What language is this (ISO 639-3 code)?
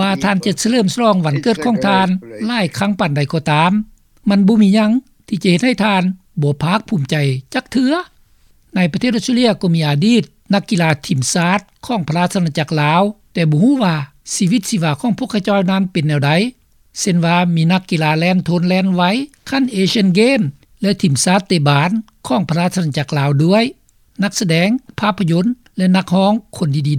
lao